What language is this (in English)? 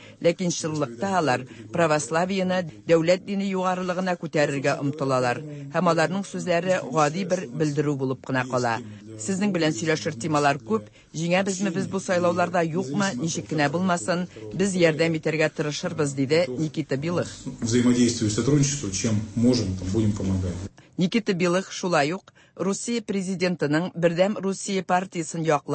Tatar